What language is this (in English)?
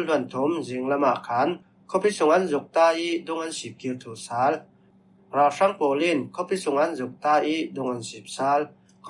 Falam Chin